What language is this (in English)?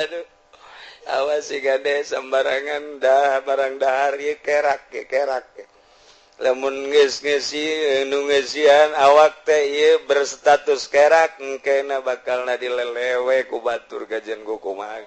Sundanese